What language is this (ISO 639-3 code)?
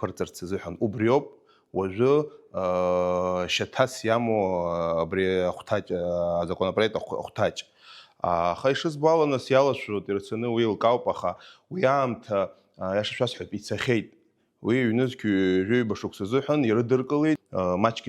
abk